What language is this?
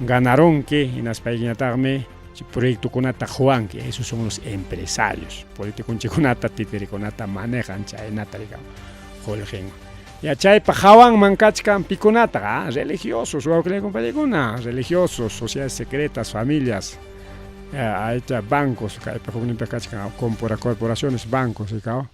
Ayacucho Quechua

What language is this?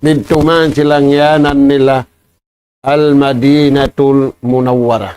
Tausug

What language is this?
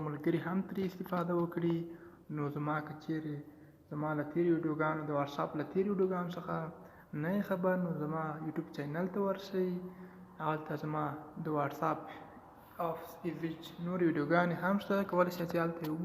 Pashto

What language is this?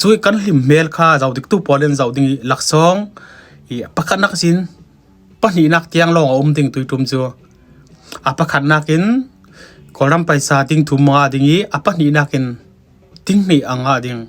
Falam Chin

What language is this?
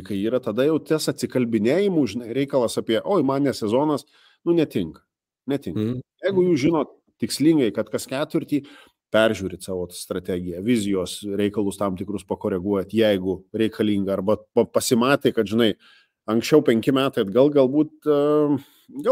Lithuanian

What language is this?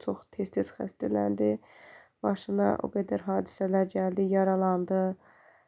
Azerbaijani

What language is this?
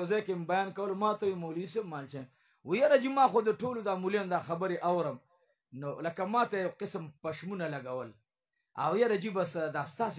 Pashto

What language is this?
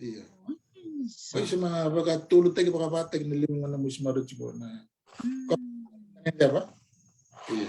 Fijian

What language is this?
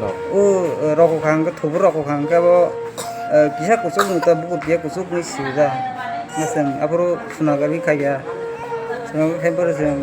Kok Borok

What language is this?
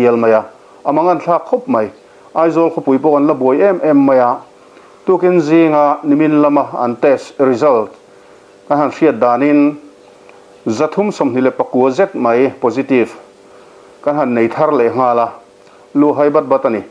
Mizo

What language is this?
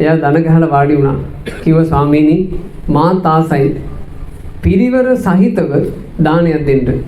Sinhala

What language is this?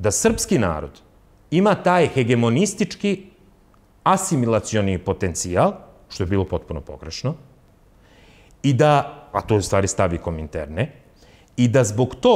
Serbian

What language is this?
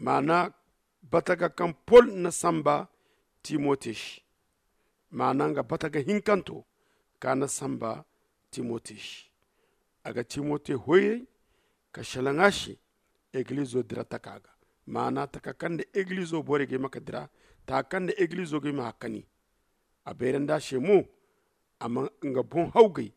Zarma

